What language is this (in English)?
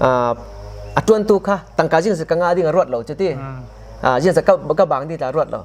Hakha Chin